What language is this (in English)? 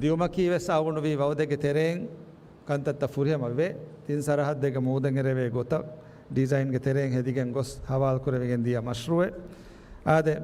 Divehi